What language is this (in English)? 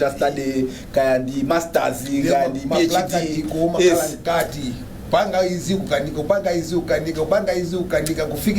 Nyanja